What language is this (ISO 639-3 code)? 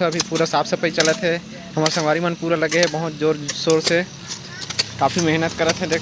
hne